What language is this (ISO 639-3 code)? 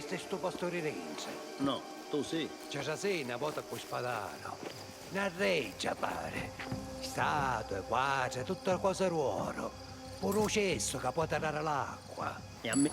scn